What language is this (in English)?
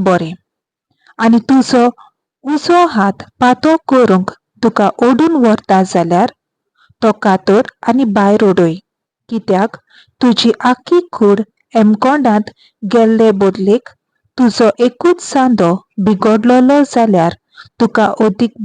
Konkani